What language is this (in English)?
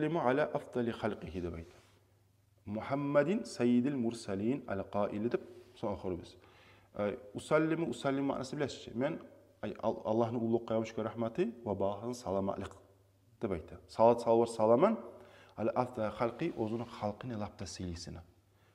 Kumyk